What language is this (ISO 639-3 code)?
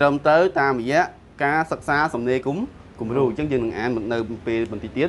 khm